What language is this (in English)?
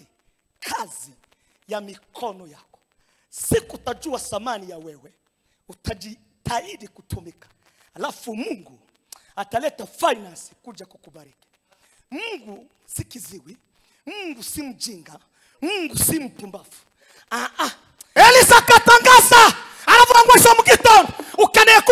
Kinyarwanda